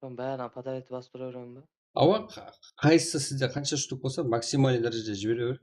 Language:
Kara-Kalpak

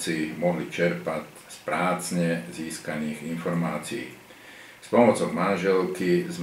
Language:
Slovak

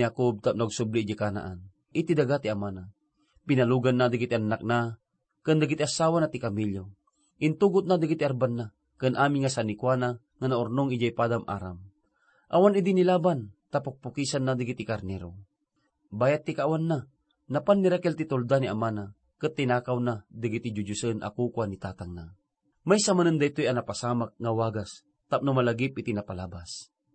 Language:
Iloko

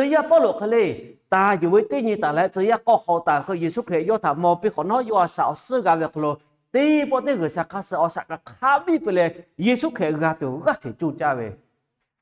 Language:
Lahu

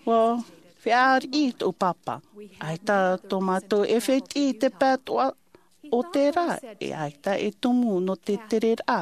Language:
Tahitian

